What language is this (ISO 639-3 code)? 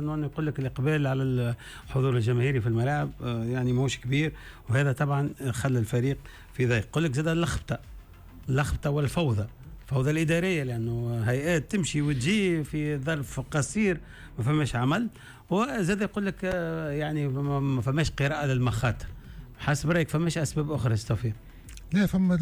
aeb